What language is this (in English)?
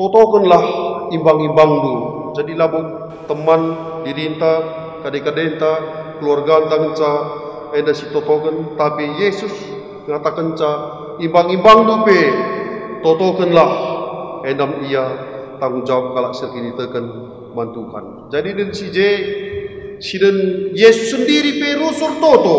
Batak Karo